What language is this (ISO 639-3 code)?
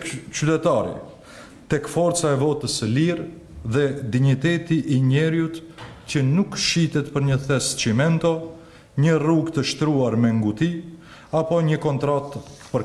sqi